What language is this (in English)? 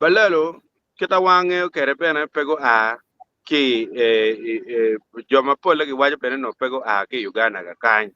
Acoli